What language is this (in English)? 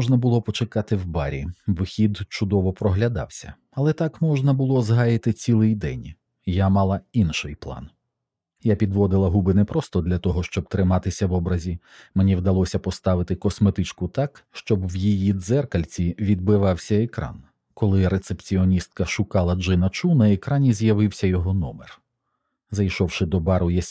Ukrainian